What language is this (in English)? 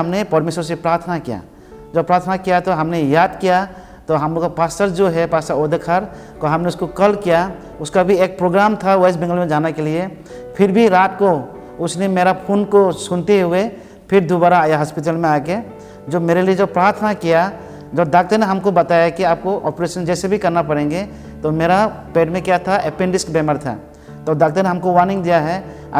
Khasi